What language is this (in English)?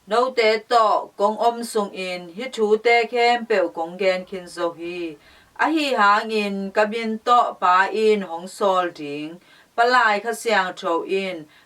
Tedim Chin